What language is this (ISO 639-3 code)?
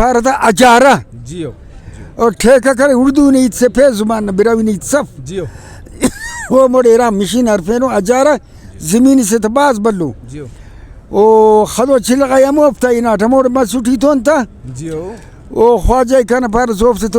brh